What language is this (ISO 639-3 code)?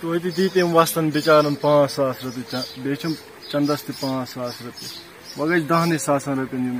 kas